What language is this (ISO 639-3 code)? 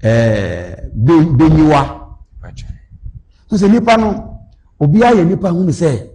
aka